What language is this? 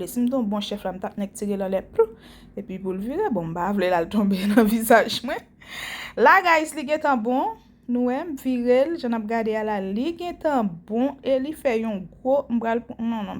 Haitian Creole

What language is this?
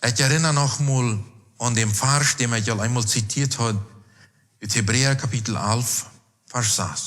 Plautdietsch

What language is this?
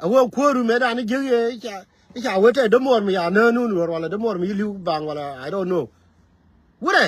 Nuer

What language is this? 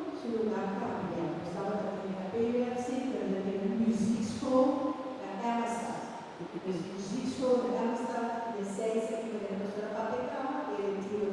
Papiamento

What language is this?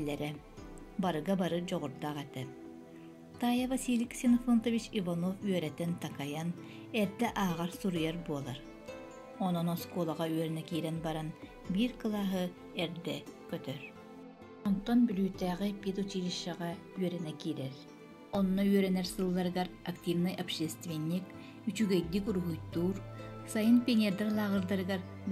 Yakut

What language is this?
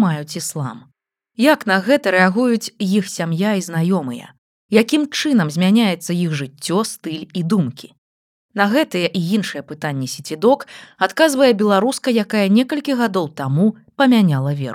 Belarusian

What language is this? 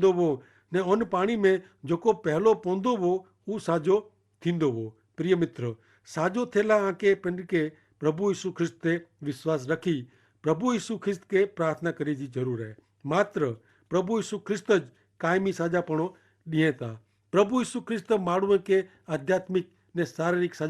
Kachhi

